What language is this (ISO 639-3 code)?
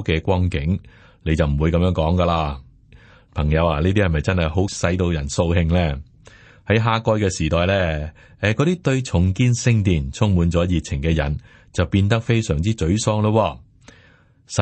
yue